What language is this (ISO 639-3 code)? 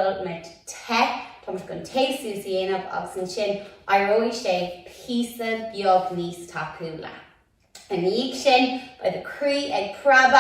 gle